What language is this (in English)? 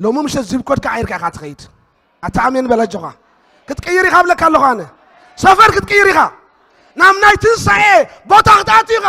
Tigrinya